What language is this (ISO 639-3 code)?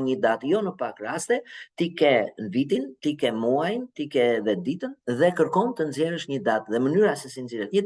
sqi